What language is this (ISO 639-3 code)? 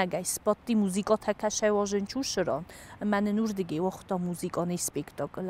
oss